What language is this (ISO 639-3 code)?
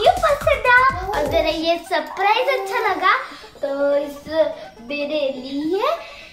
hin